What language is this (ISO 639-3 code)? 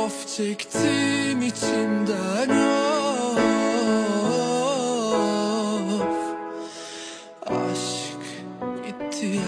tur